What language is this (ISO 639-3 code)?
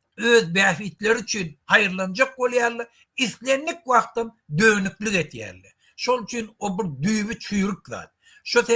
tuk